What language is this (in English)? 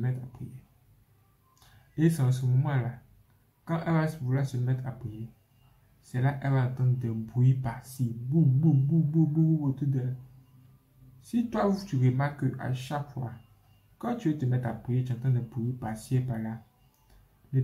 French